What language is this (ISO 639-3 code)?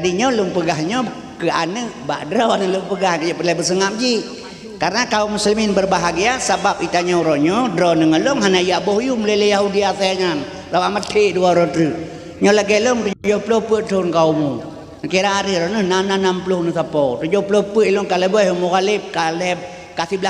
ace